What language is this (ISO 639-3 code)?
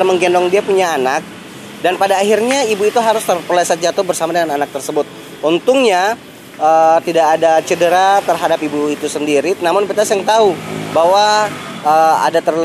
abs